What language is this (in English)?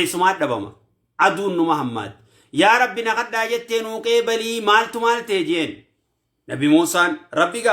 Oromo